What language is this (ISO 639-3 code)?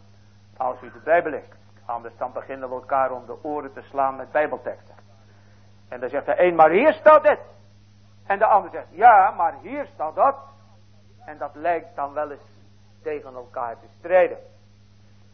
nld